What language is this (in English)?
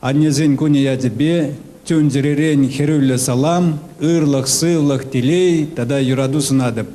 Chuvash